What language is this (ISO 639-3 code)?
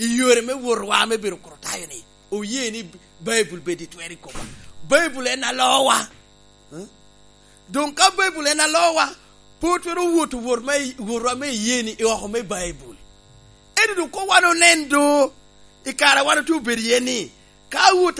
laj